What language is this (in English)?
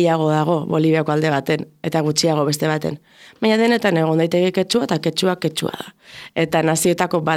Basque